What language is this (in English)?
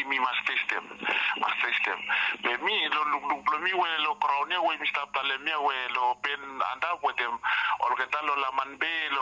Bislama